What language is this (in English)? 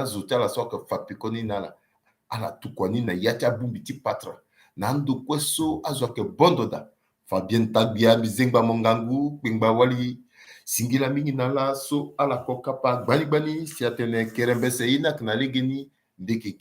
Sango